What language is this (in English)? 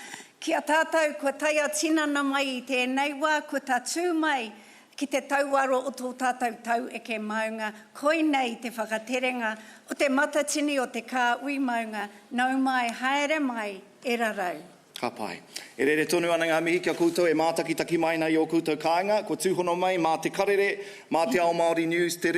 Māori